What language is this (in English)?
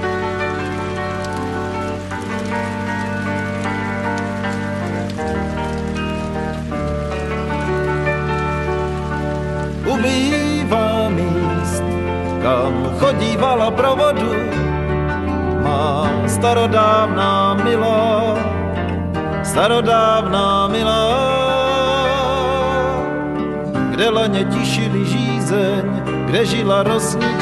Czech